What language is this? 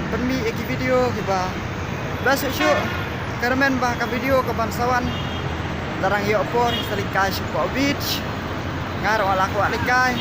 Khasi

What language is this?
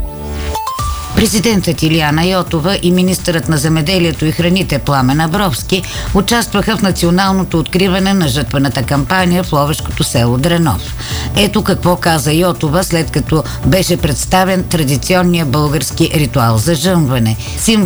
Bulgarian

